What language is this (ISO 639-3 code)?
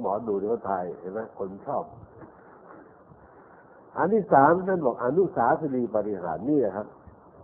tha